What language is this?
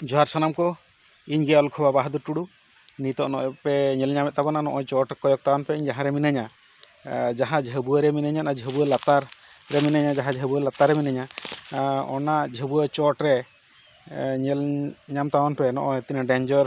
Santali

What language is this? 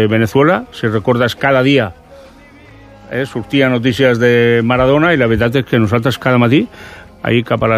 Catalan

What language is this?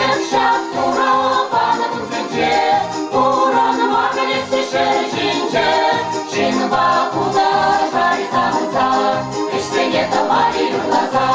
Chuvash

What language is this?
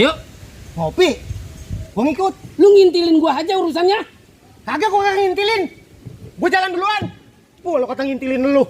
Betawi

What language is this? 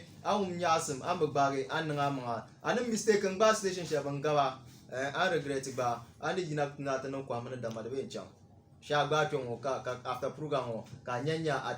Dagbani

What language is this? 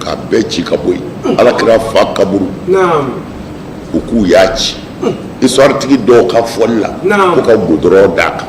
Bambara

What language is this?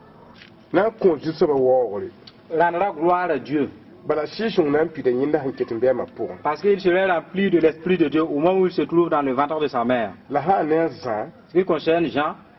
Mossi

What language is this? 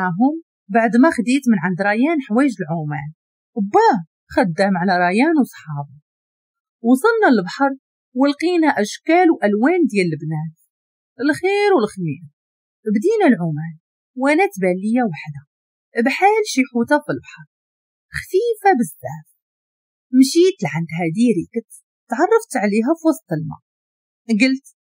Moroccan Arabic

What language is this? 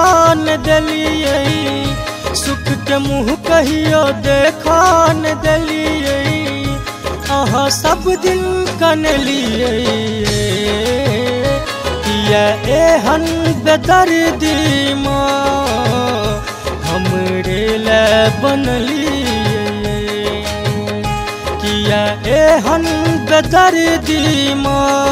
Maithili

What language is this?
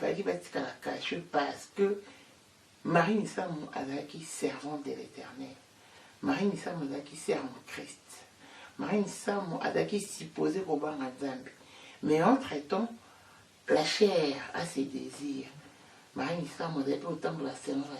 Lingala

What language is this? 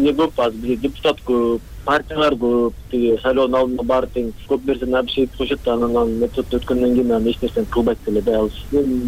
Kyrgyz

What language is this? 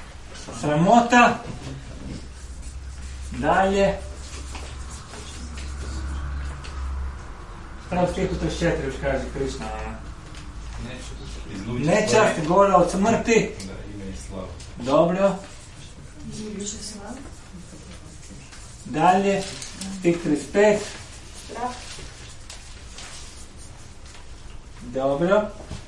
Croatian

